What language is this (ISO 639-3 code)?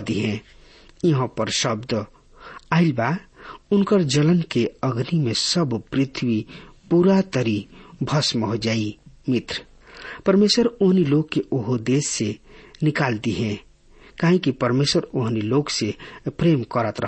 bho